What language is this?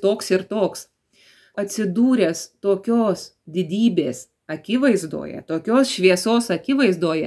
Lithuanian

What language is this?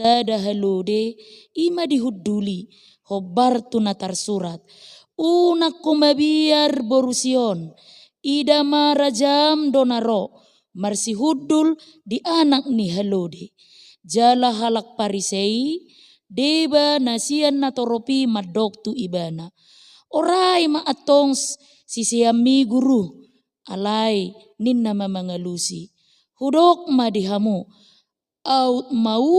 Batak Toba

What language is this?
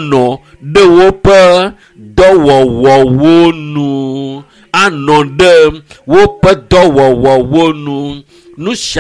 Ewe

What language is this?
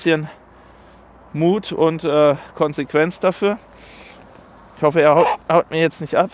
German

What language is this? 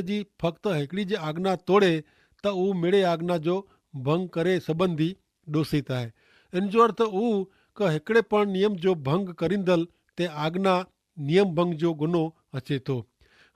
Kachhi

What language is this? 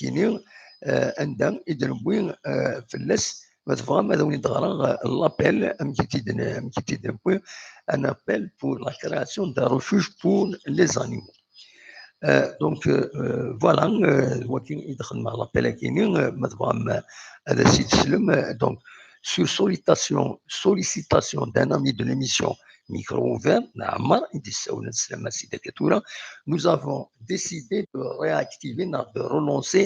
Kabyle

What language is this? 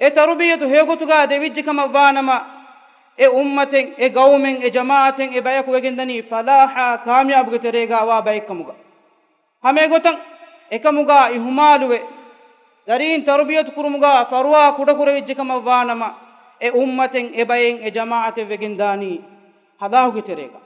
Divehi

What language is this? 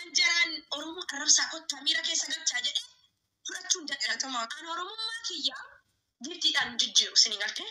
Oromo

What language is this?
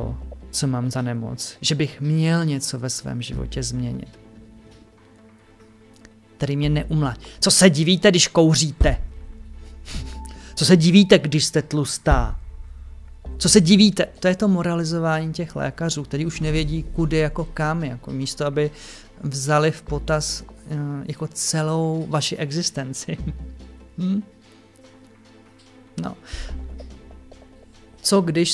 Czech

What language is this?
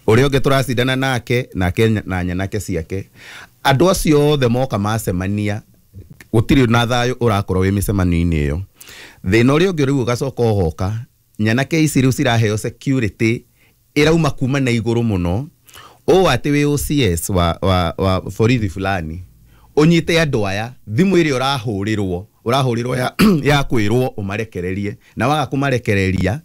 Kikuyu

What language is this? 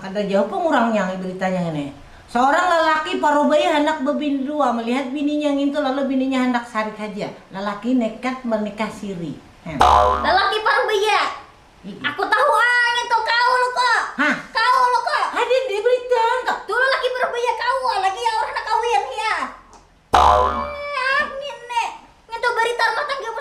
Banjar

